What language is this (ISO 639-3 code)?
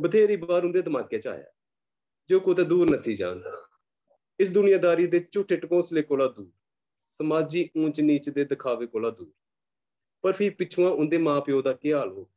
doi